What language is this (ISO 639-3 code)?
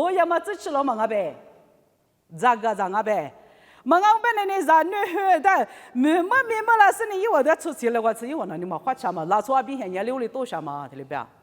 lis